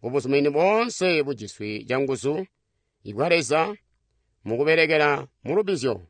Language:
Tonga (Zambia)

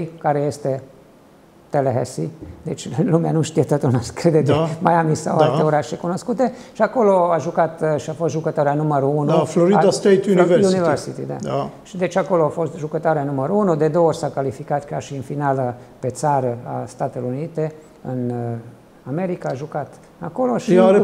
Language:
Romanian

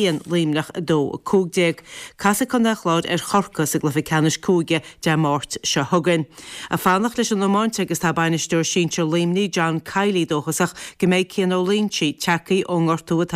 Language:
Irish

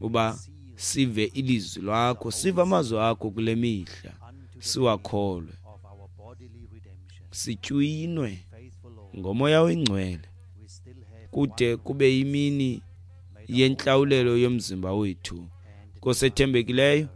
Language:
Xhosa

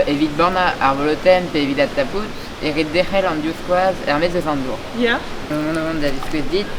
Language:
Breton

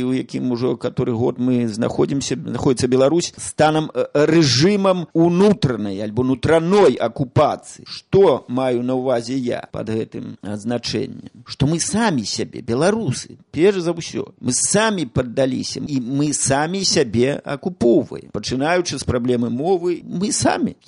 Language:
Belarusian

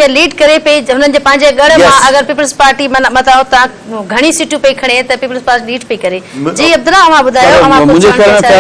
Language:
Sindhi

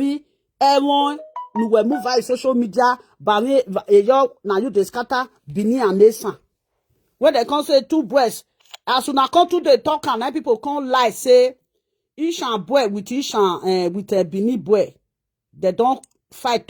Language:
Nigerian Pidgin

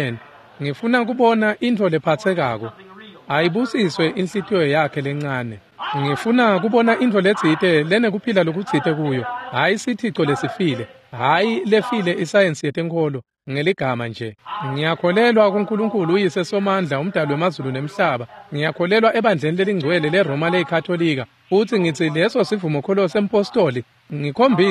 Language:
Swati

